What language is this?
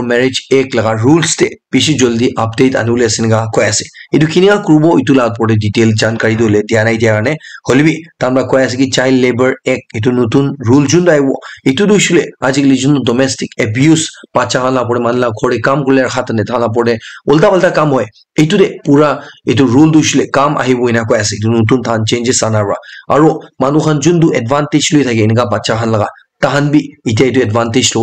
Naga Pidgin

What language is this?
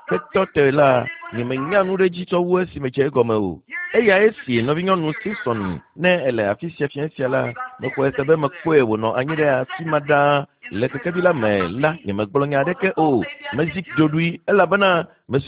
Ewe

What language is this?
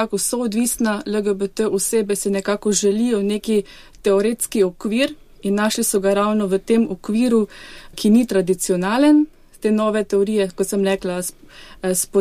Slovenian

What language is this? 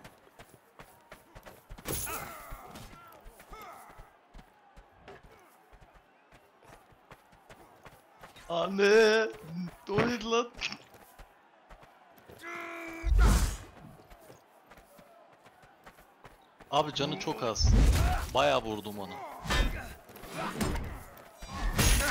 Turkish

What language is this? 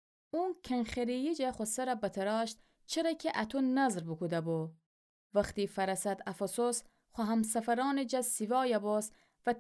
Gilaki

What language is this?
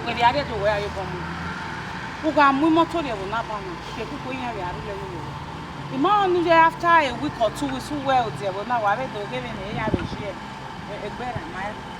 Bini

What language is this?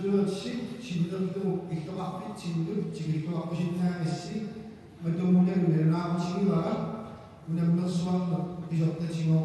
Kalaallisut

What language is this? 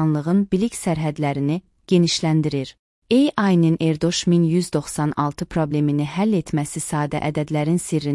Azerbaijani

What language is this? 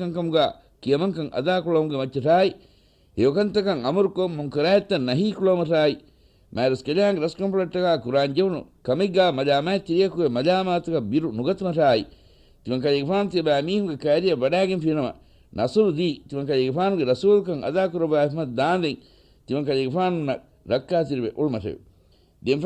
Divehi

